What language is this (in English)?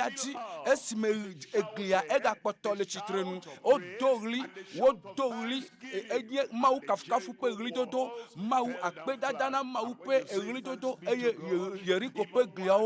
Ewe